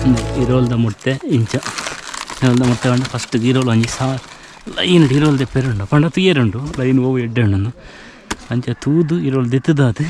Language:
Tulu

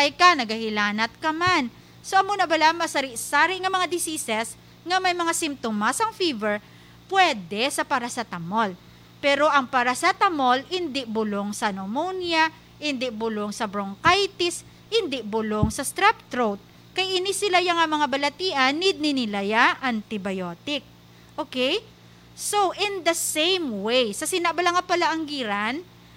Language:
Hiligaynon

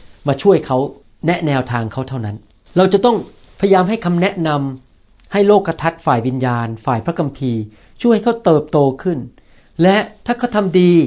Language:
Thai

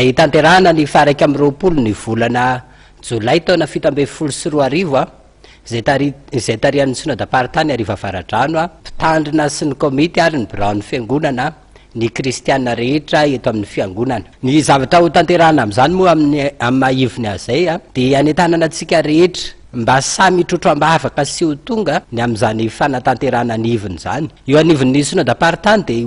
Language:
Malagasy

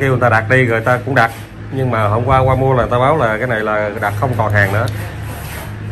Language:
Vietnamese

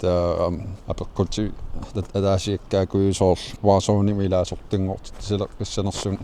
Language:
Kalaallisut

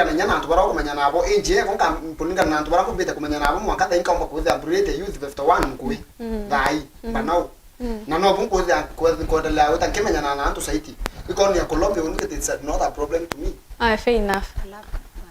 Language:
Meru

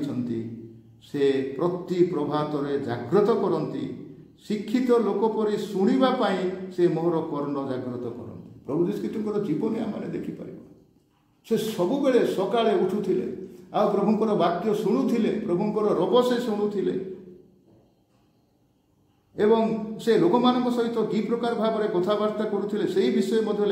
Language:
Odia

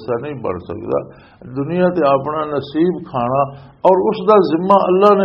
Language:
Western Panjabi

